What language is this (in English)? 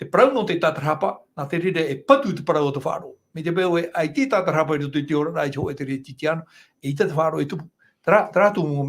Tahitian